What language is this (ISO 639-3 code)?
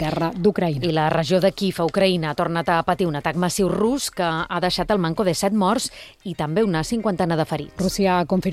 cat